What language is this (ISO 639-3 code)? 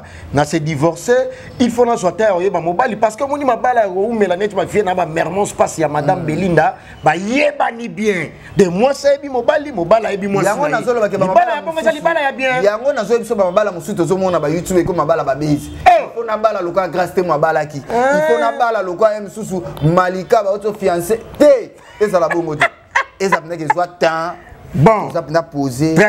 lin